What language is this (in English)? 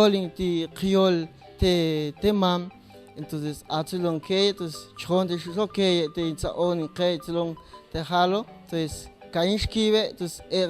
Mam